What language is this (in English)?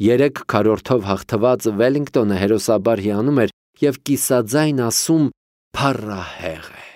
Armenian